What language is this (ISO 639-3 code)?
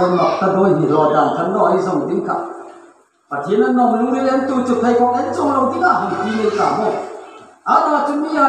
hmr